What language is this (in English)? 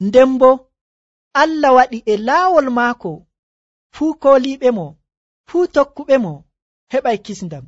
Nigerian Fulfulde